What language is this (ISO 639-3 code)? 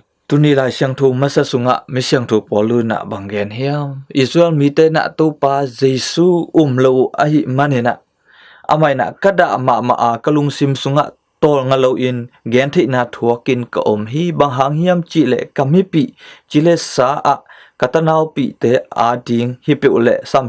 ctd